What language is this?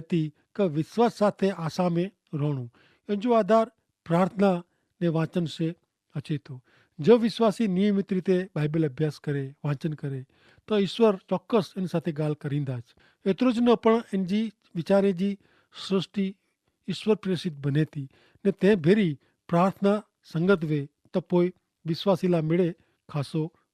Kachhi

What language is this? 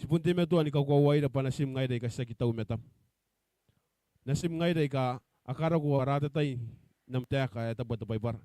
Gilbertese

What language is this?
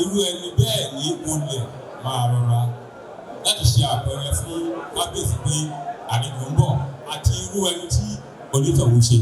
Yoruba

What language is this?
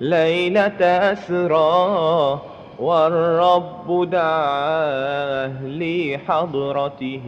Madurese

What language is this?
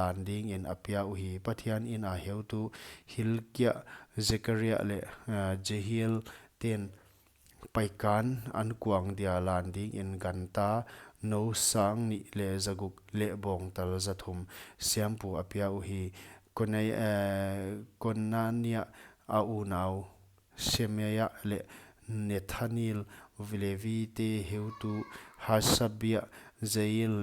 Paite Chin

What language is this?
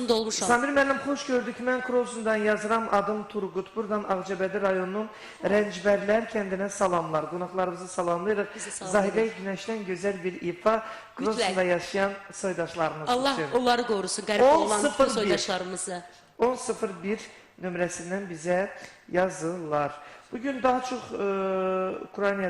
Azerbaijani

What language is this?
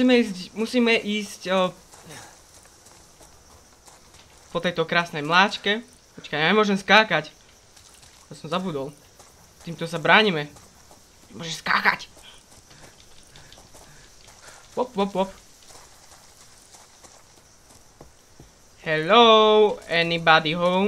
Slovak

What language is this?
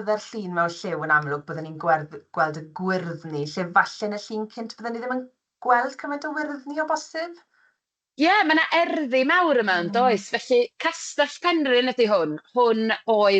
Welsh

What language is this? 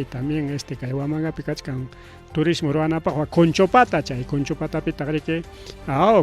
Ayacucho Quechua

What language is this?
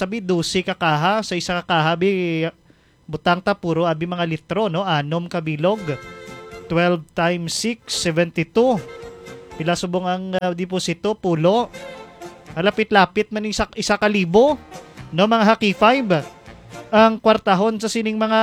Hiligaynon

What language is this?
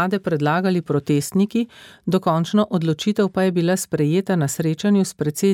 Slovenian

